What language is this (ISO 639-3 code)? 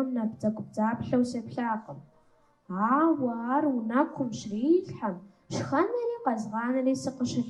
kbd